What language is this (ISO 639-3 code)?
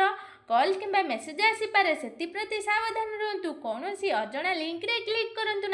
ori